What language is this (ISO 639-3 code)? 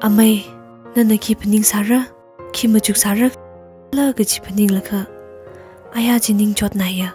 nmf